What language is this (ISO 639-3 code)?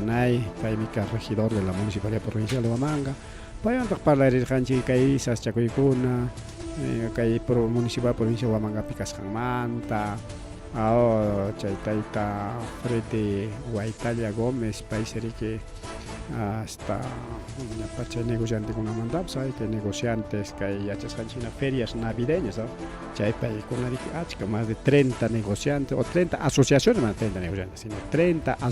quy